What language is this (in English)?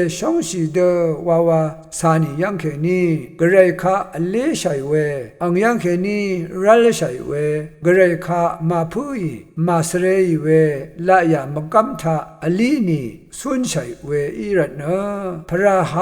Rawang